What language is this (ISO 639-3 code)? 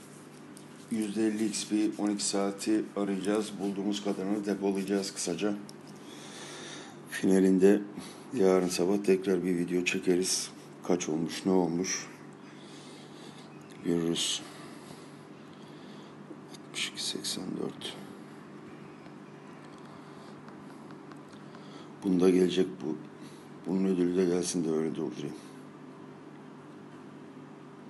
tur